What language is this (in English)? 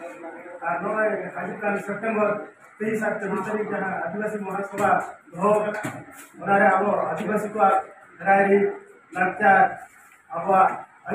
Santali